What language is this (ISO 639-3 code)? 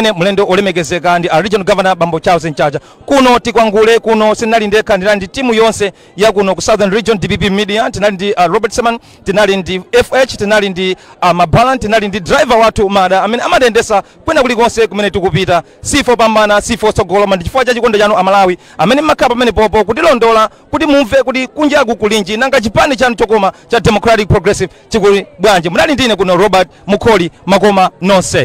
nya